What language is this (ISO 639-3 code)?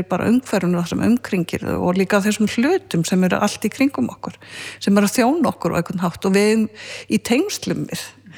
isl